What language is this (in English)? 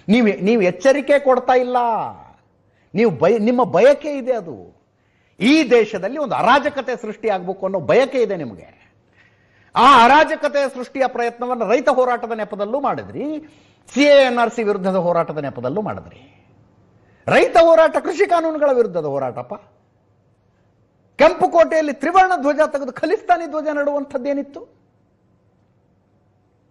Kannada